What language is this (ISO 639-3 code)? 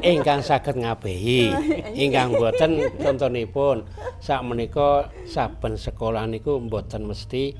jav